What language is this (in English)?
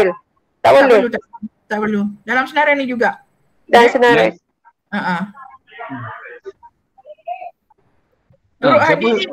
Malay